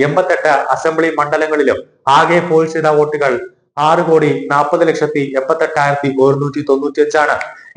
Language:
Malayalam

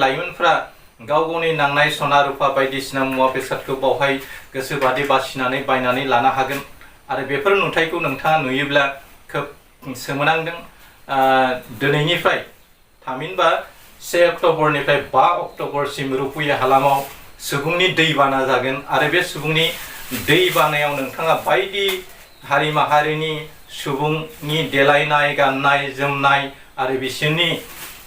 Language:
Bodo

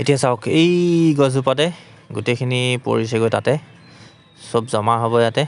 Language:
Assamese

